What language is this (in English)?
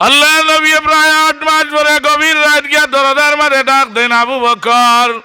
Sylheti